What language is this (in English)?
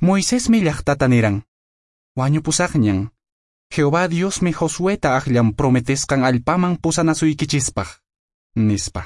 Quechua